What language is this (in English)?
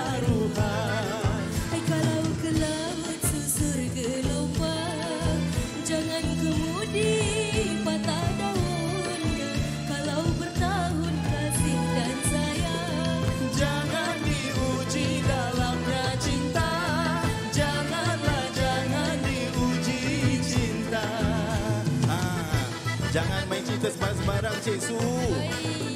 Malay